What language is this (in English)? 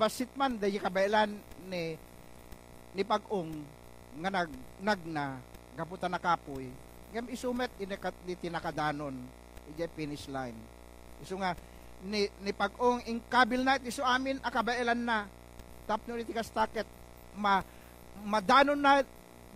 Iloko